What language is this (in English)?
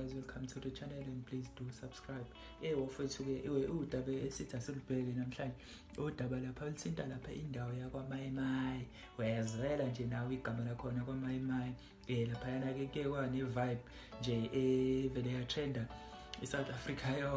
Zulu